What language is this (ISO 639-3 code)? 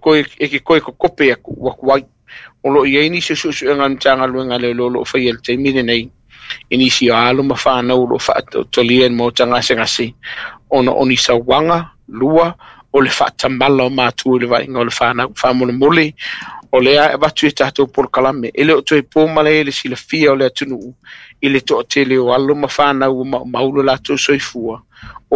smo